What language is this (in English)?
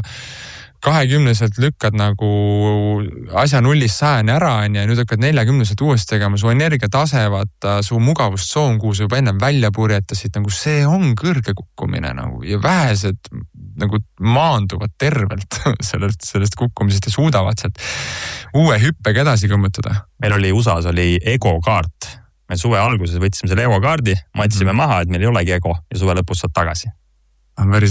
Estonian